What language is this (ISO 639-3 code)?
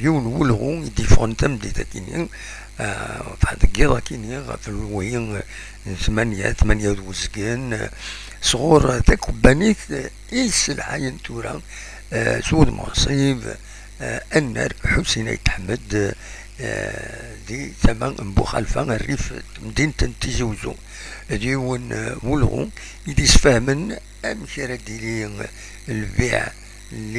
kab